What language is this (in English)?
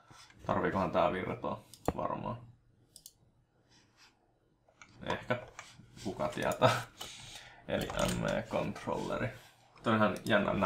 Finnish